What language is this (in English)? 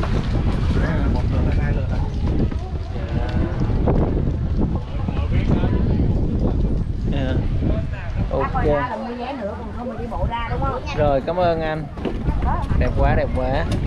Vietnamese